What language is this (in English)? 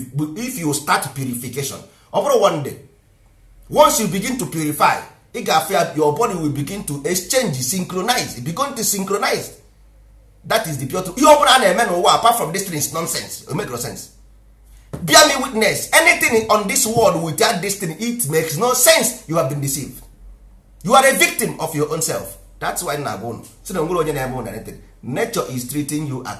Igbo